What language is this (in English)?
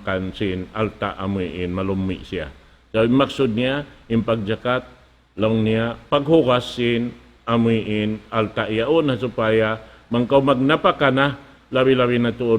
Tausug